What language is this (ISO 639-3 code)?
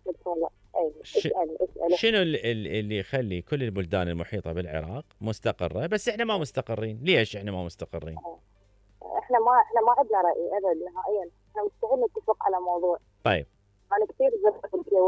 acm